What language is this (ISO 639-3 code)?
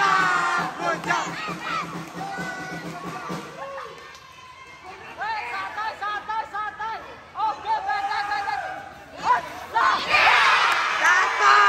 ind